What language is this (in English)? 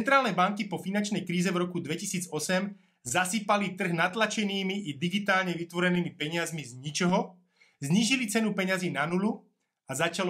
Slovak